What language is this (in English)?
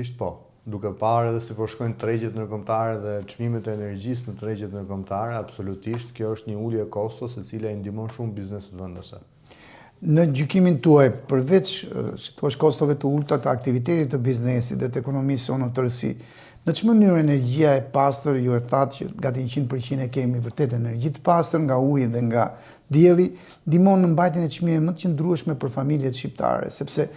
Albanian